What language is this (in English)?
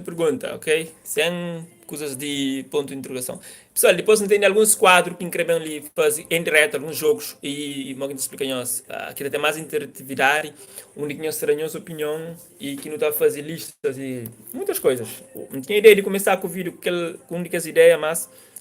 Kabuverdianu